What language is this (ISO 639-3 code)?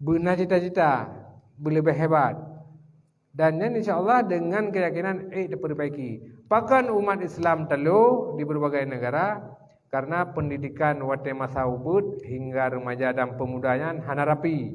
ace